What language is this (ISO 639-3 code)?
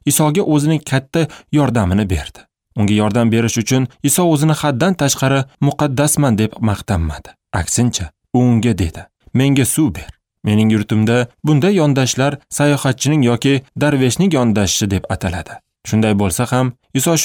uzb